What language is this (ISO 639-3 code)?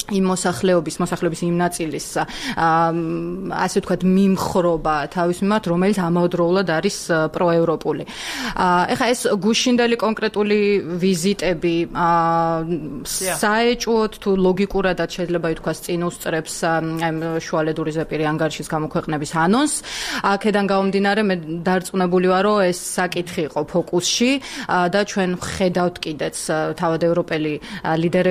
kat